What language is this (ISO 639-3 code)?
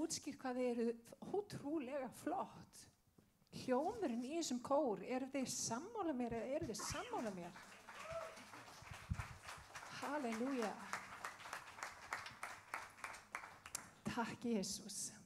isl